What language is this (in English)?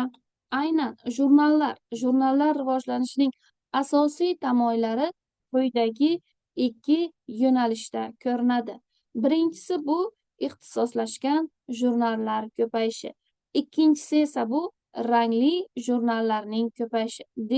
Uzbek